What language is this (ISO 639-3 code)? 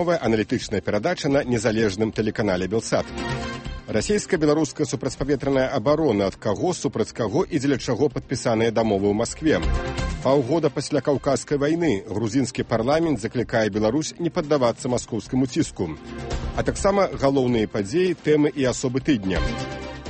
bel